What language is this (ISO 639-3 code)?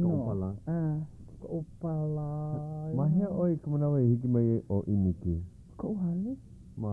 haw